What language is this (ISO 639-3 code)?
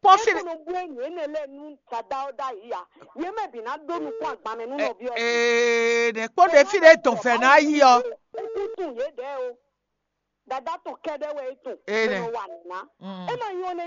fon